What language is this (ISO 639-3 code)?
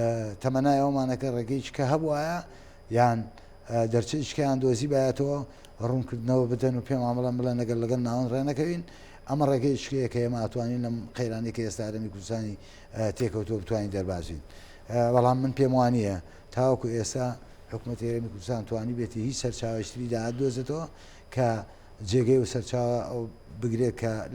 ckb